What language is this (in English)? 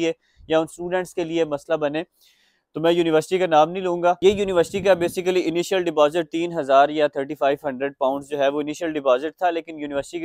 Hindi